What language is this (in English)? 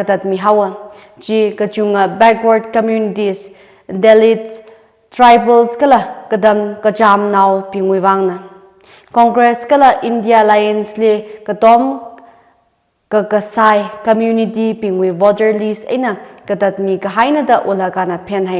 Tangkhul Naga (India)